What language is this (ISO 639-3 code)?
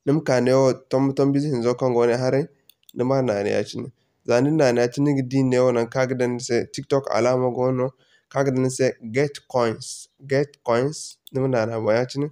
dje